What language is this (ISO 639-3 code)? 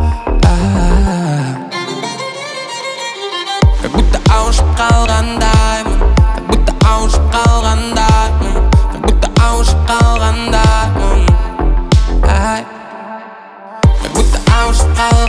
kaz